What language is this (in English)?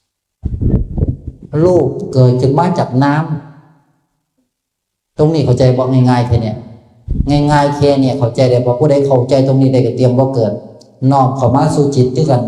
Northeastern Thai